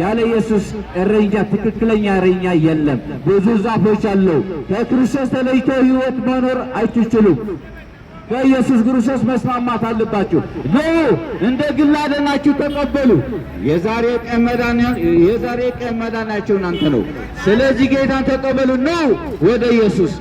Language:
Amharic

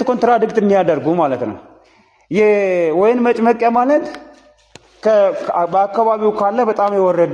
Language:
Amharic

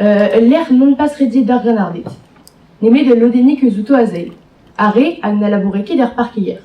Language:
Breton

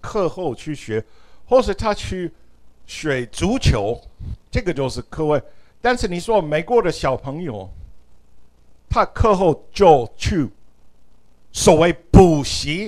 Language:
Chinese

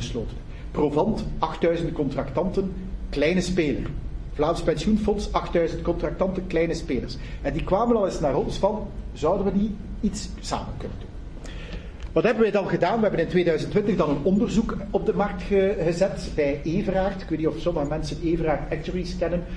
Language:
Dutch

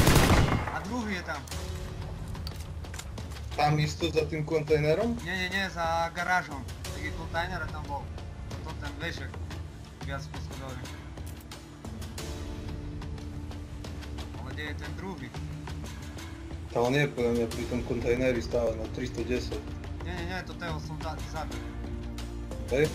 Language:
Slovak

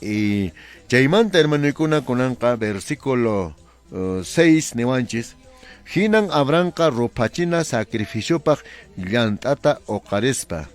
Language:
Quechua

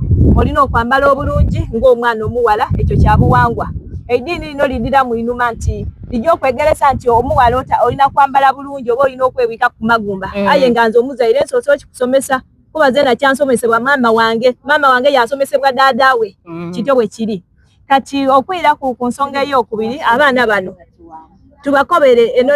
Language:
Soga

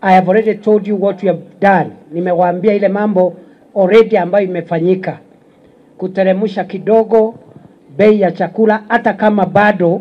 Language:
Swahili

